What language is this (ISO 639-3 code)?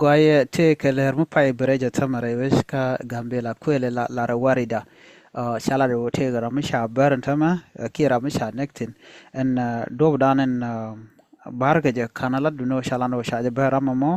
nus